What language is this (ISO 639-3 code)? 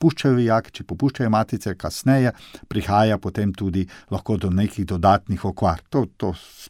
slv